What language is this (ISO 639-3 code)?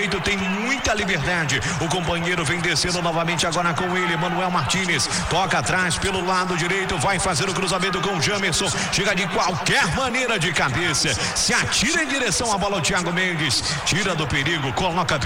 por